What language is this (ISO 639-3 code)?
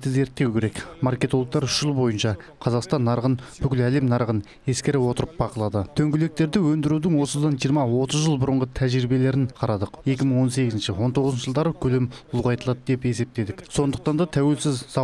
kaz